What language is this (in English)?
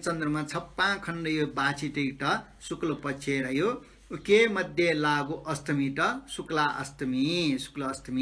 Newari